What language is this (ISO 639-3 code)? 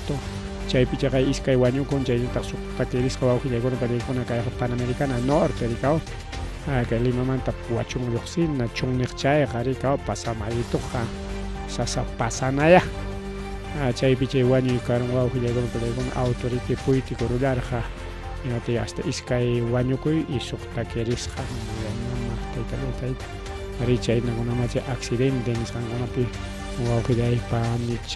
quy